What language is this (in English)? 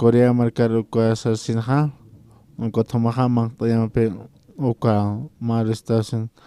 Aymara